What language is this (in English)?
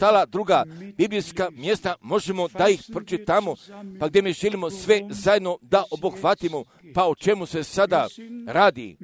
Croatian